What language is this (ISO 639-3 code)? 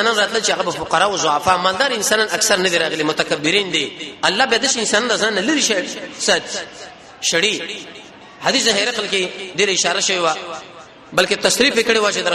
pus